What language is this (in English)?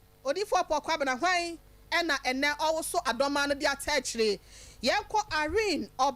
Akan